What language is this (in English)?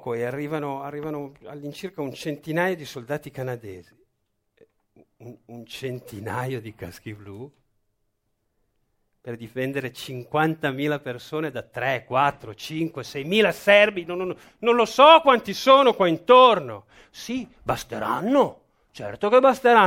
Italian